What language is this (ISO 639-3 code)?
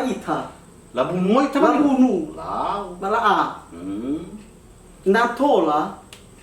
nia